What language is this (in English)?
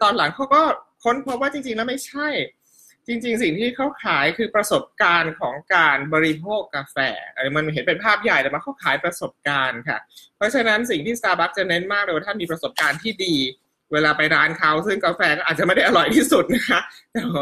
Thai